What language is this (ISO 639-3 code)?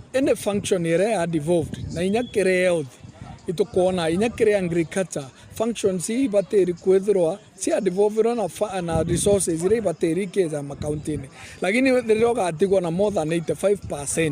mer